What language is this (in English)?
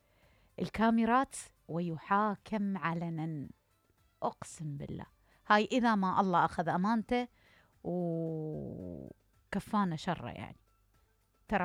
Mesopotamian Arabic